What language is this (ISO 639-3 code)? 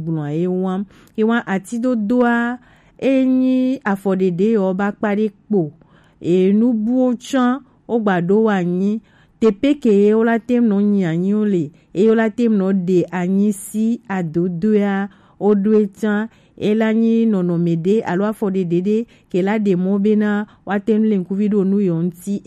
gej